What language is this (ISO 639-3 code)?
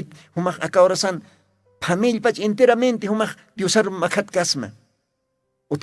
aym